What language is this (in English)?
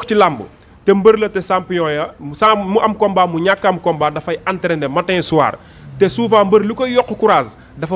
Wolof